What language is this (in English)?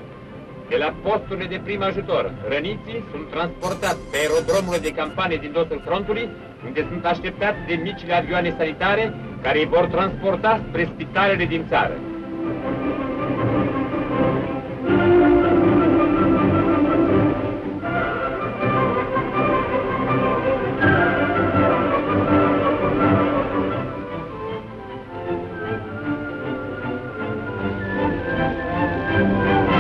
Romanian